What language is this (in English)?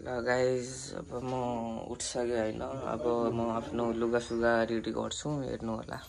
Nepali